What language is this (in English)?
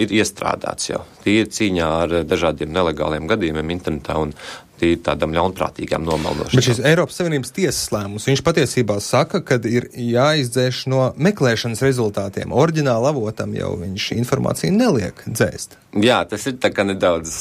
Latvian